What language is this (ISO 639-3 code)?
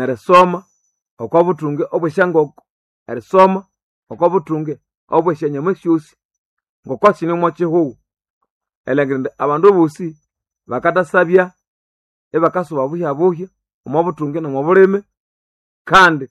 nnb